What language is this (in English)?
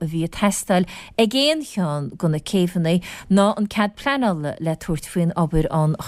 Irish